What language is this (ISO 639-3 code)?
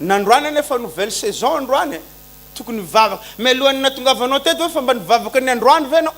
mlg